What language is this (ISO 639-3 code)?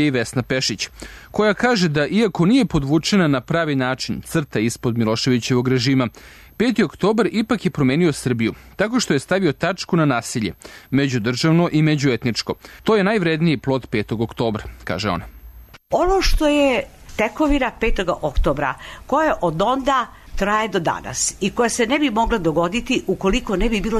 srp